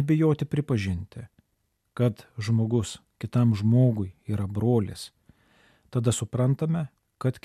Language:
Lithuanian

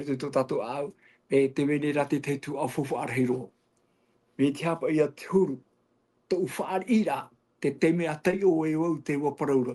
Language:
Tahitian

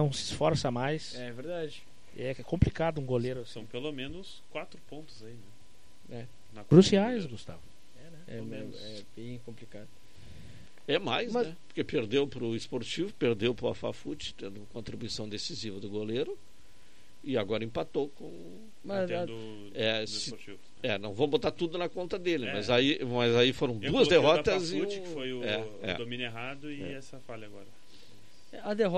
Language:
Portuguese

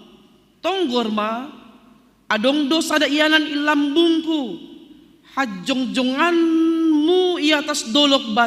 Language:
Batak Simalungun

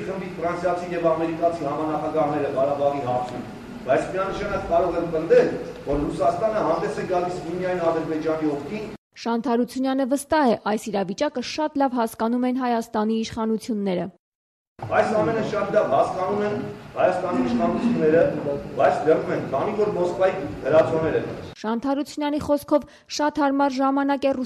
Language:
Armenian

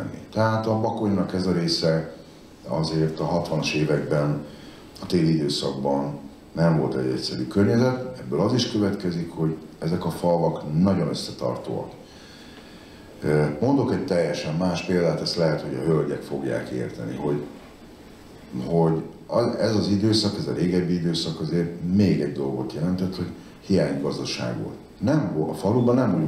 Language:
Hungarian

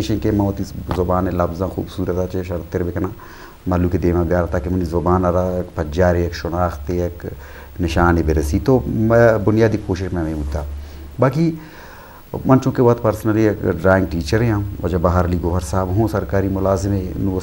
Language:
Eastern Balochi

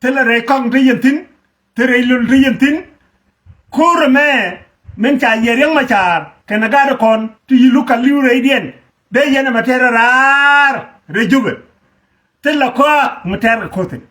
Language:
Nuer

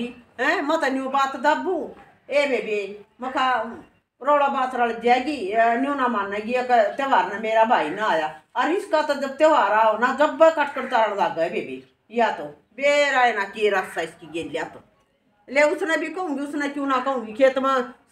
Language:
Haryanvi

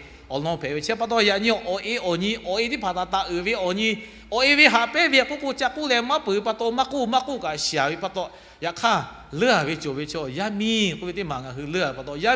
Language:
Lahu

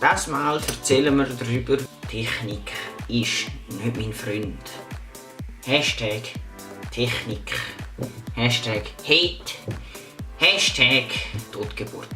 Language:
Swiss German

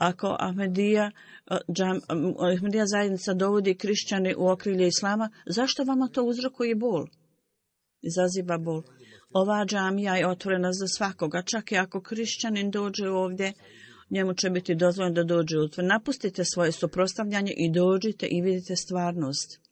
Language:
Bosnian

